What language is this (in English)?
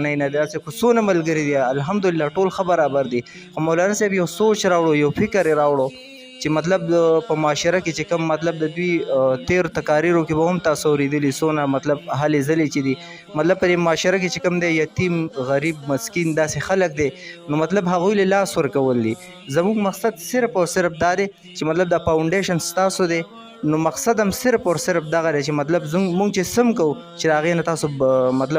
Pashto